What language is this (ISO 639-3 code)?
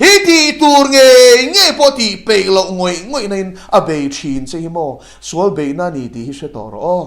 lus